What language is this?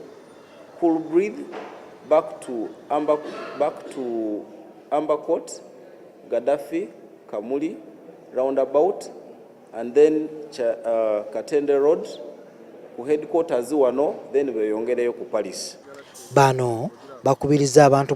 Ganda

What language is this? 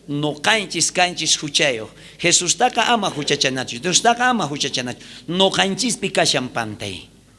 South Bolivian Quechua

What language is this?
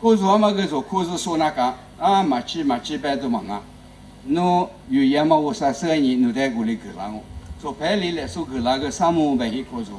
Lisu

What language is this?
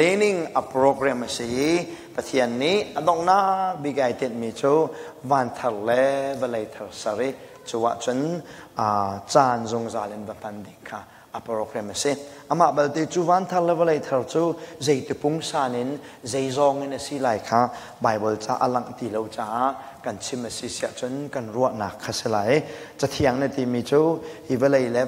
Hakha Chin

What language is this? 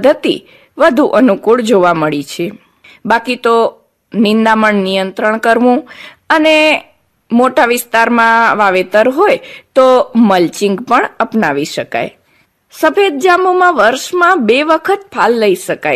Gujarati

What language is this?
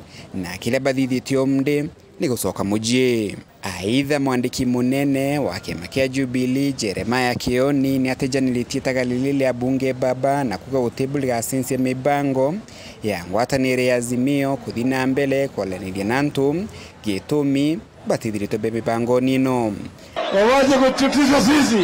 Meru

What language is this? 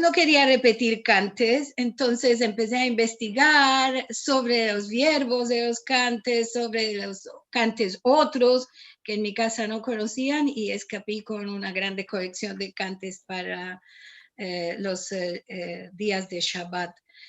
Ladino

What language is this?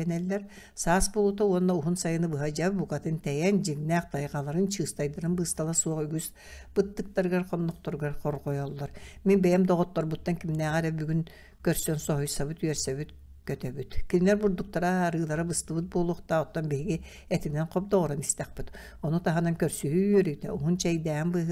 Yakut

